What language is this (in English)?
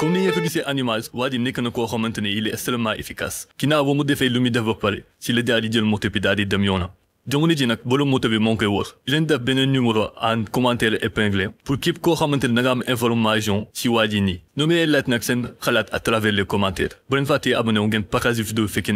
Wolof